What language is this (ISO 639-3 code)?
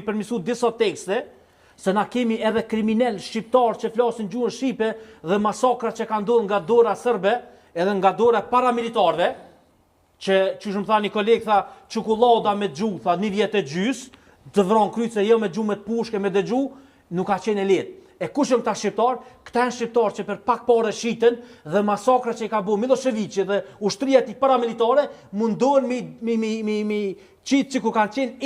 sqi